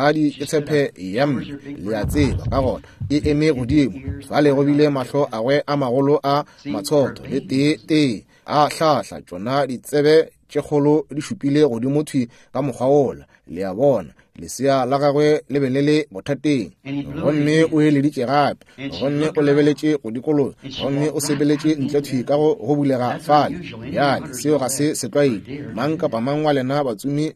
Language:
Northern Sotho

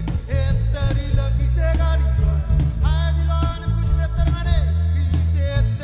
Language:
Marshallese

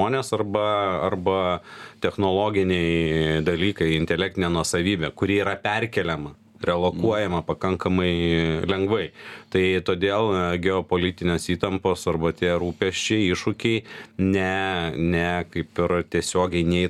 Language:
Lithuanian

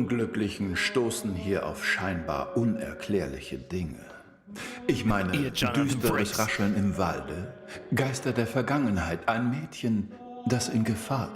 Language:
Bavarian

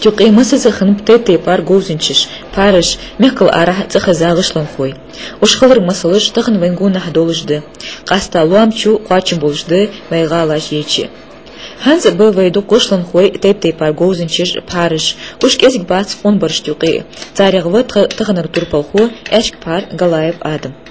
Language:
Ingush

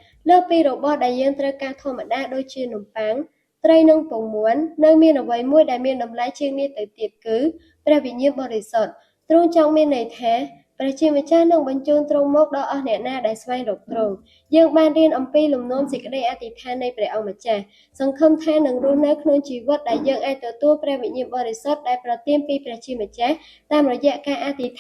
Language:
Khmer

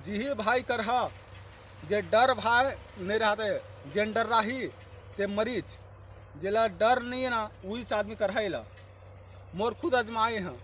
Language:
Chhattisgarhi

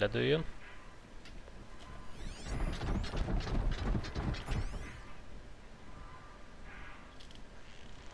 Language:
Hungarian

